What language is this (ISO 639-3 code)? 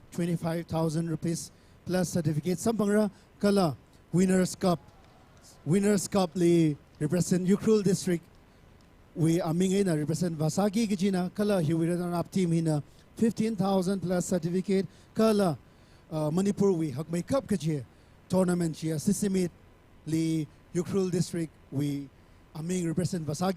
nmf